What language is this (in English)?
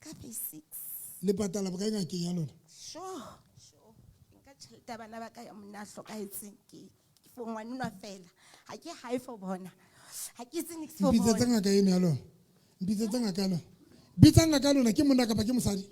Southern Sotho